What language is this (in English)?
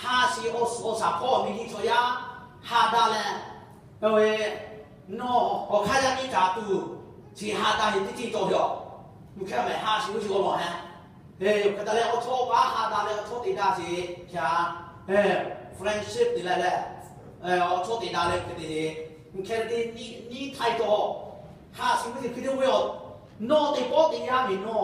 Lahu